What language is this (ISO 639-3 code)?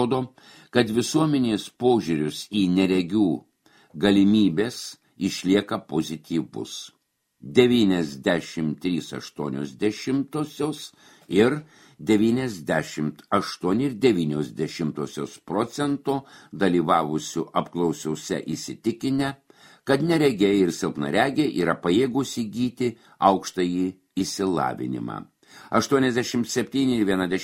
lit